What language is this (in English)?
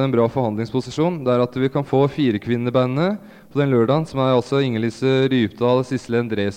Norwegian